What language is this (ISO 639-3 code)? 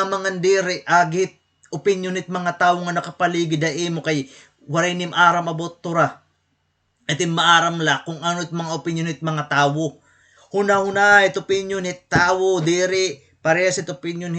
war